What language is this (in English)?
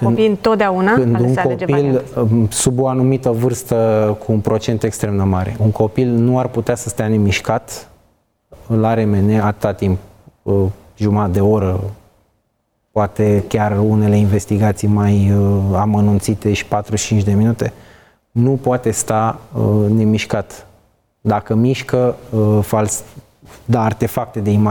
Romanian